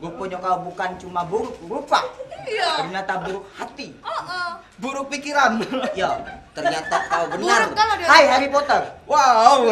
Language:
Musi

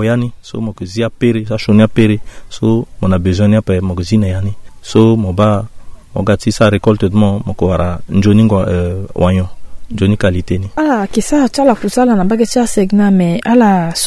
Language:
Sango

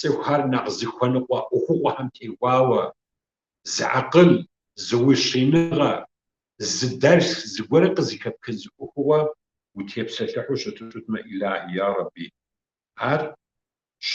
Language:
Kabardian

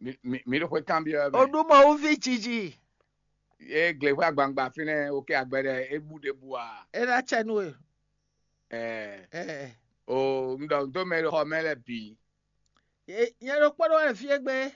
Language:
Fon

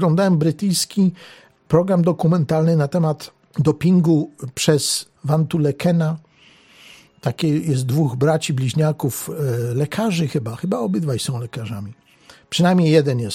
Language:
Polish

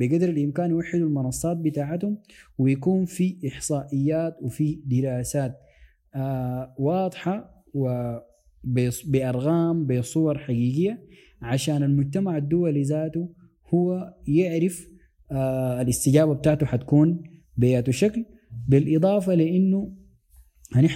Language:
Sudanese Arabic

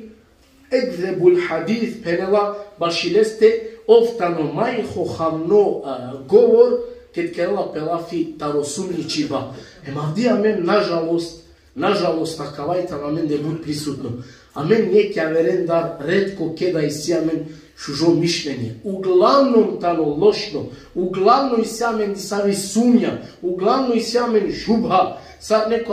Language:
Balkan Romani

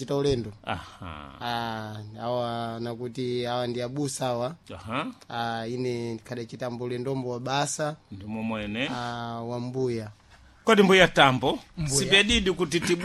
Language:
Sena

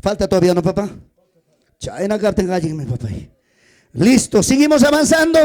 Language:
Ayacucho Quechua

